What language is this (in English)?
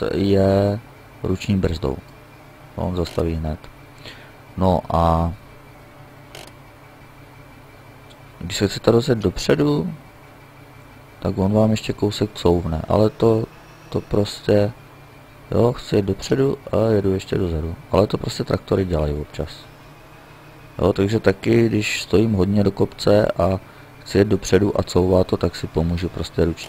Czech